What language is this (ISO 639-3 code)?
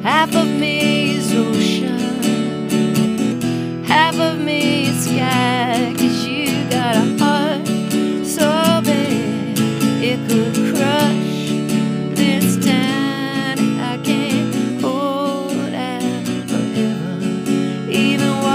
eng